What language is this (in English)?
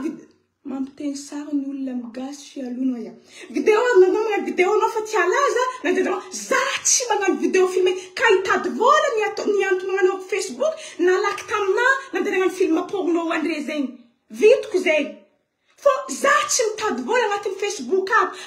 Malagasy